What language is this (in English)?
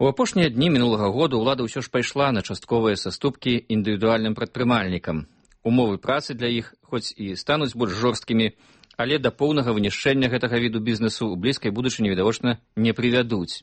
Belarusian